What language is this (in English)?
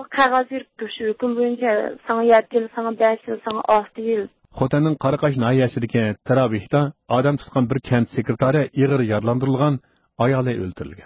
Uyghur